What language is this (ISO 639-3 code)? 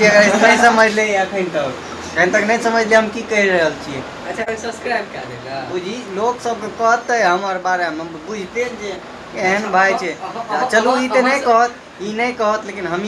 mai